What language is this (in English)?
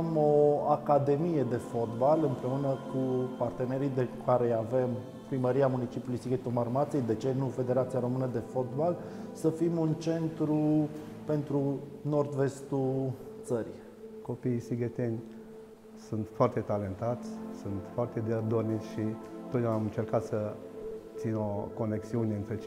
Romanian